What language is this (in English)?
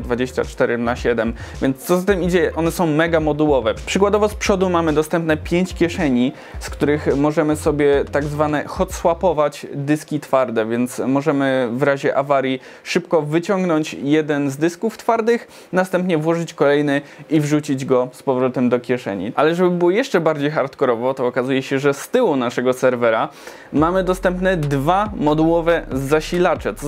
Polish